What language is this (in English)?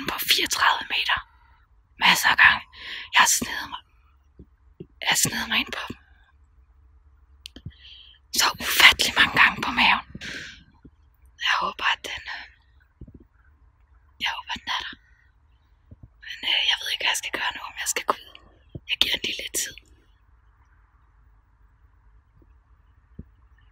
Danish